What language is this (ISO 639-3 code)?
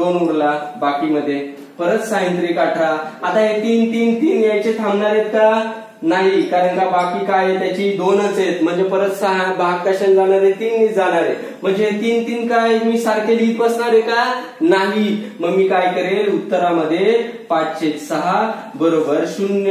mar